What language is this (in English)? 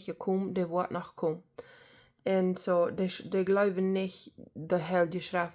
Plautdietsch